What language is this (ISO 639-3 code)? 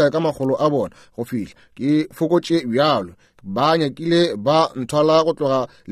nso